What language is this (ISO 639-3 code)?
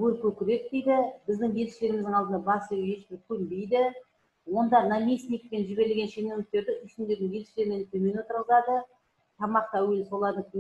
kaz